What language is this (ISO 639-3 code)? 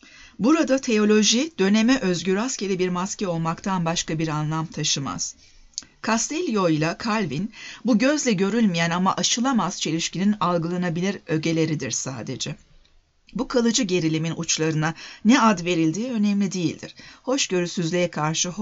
tur